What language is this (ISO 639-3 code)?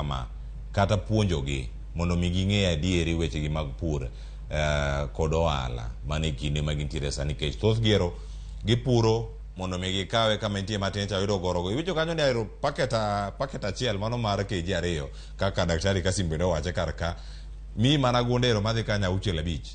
luo